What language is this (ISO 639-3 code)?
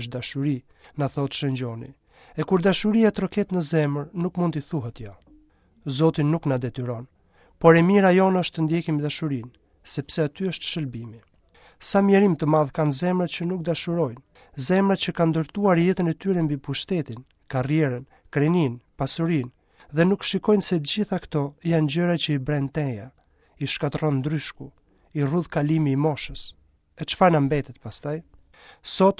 sqi